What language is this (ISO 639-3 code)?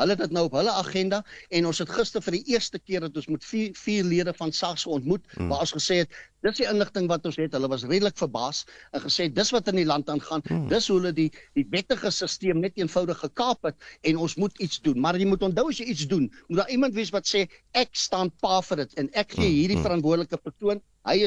afr